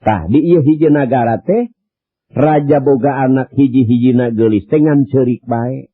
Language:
Sundanese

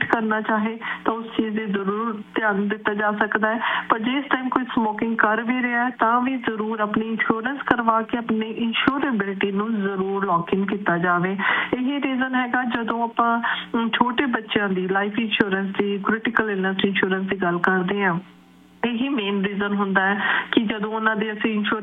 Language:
Punjabi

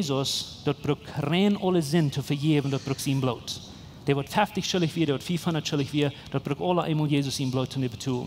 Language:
Plautdietsch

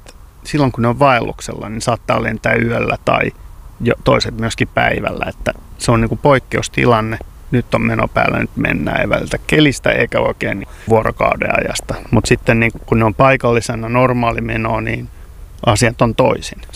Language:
Finnish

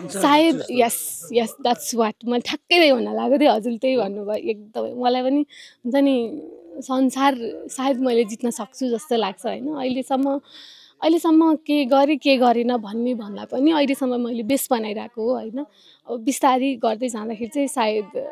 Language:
Nepali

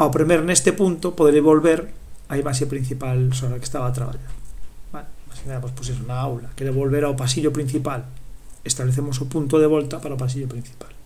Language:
Galician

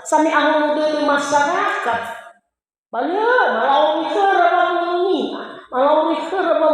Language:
Nias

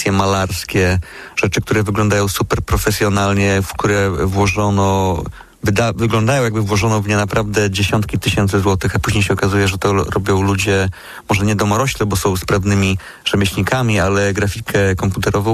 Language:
Polish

